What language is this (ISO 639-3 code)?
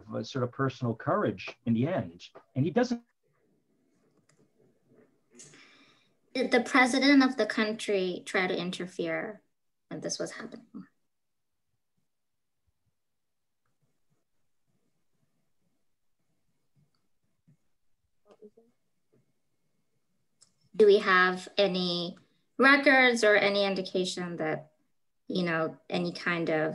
eng